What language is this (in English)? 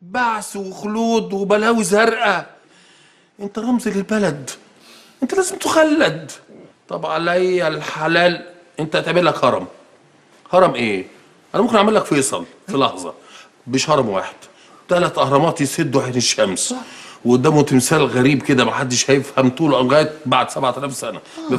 Egyptian Arabic